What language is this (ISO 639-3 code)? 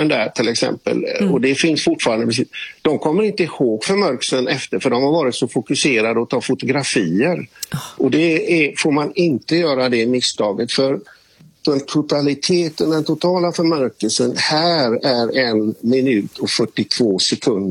swe